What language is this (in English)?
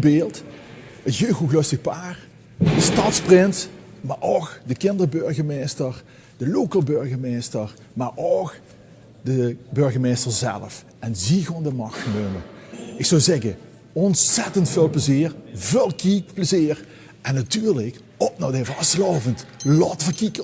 Limburgish